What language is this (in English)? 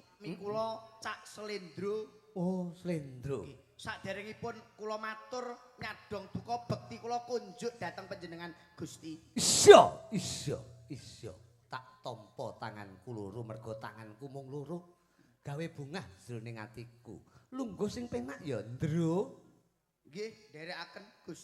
Javanese